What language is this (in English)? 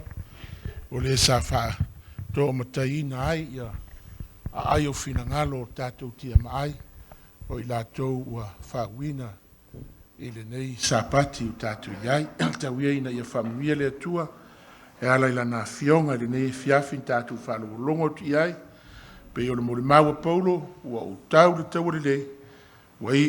Samoan